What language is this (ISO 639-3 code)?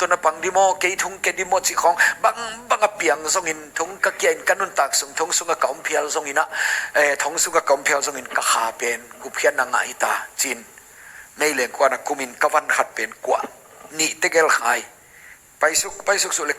ctd